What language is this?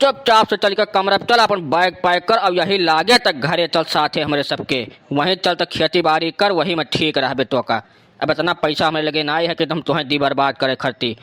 Awadhi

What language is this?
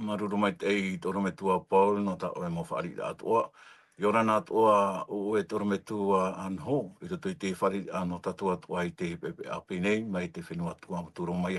Tahitian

